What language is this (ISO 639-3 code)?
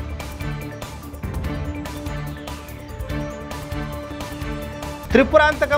tel